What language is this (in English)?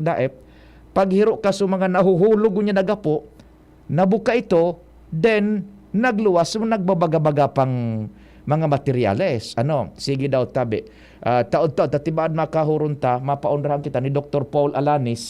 Bikol